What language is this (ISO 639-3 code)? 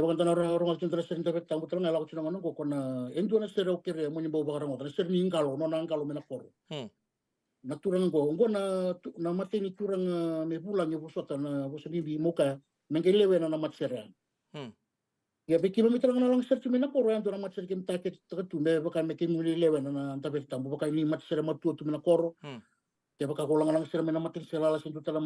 fij